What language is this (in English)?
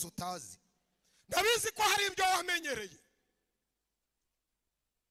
Kinyarwanda